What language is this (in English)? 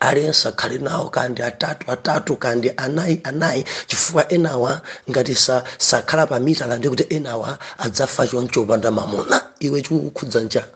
Nyanja